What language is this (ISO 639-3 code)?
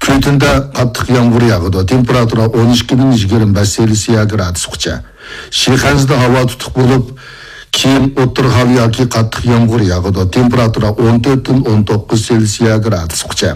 uig